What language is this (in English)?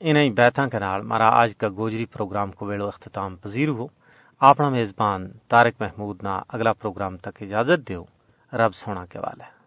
Gujari